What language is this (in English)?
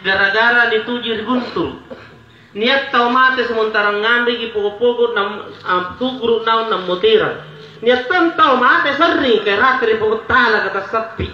Makasar